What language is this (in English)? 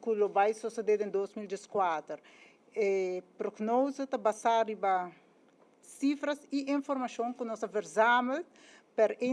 Papiamento